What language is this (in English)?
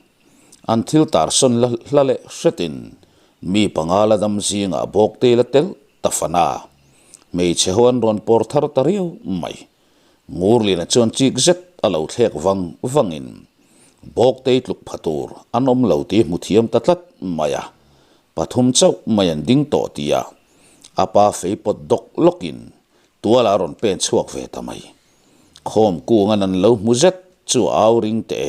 Mizo